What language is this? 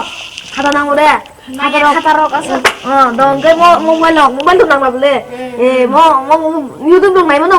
Kok Borok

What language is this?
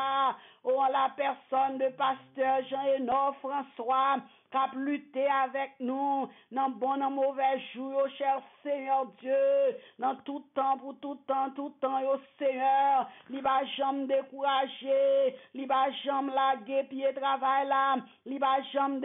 French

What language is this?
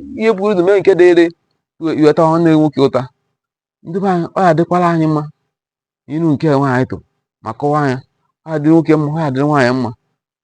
Igbo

